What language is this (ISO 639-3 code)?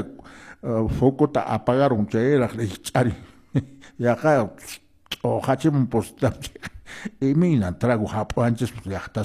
que